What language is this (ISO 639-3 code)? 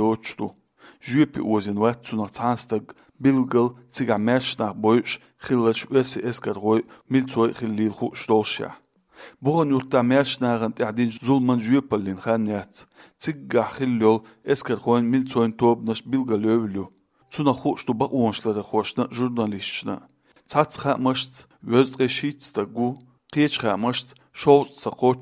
che